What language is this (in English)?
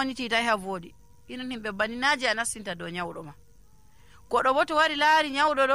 Nigerian Fulfulde